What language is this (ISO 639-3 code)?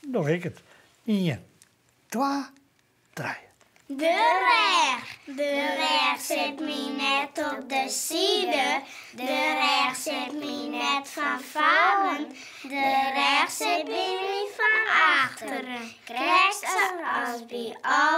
fry